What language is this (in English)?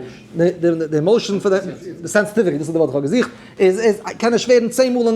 Yiddish